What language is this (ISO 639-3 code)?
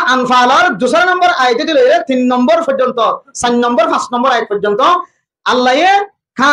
rhg